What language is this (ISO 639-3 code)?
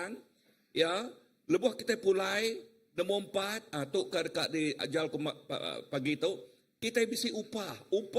iba